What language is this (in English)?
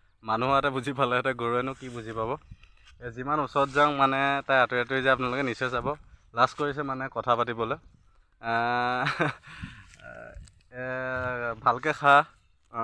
Assamese